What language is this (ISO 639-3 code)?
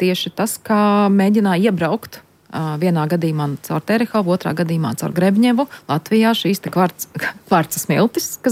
lav